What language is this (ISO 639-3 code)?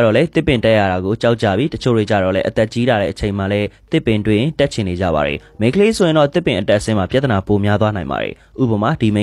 mya